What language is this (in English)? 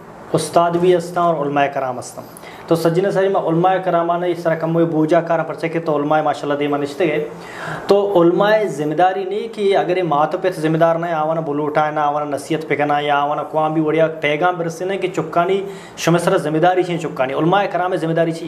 Eastern Balochi